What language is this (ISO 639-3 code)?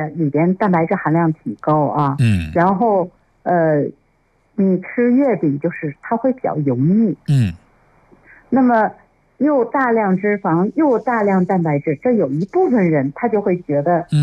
zho